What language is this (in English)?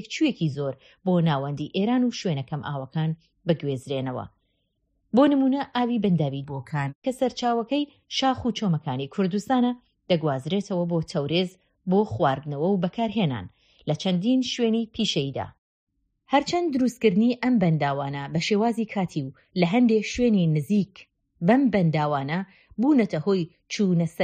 Central Kurdish